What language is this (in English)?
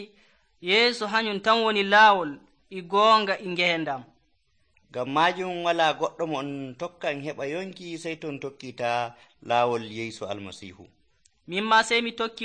Nigerian Fulfulde